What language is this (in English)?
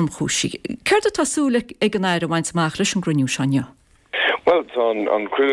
Irish